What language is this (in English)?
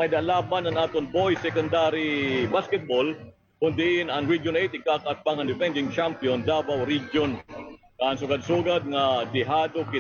Waray